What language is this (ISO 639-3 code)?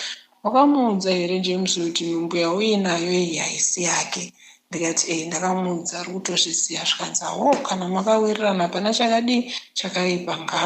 sna